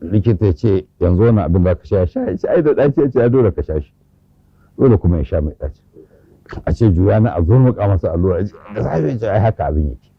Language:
Hausa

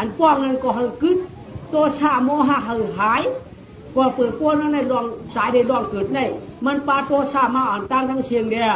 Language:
Shan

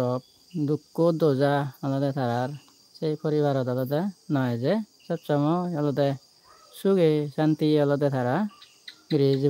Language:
Chakma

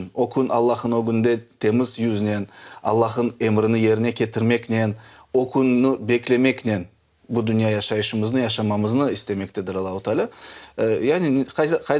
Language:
Crimean Tatar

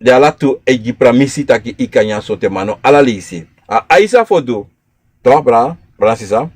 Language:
Sranan Tongo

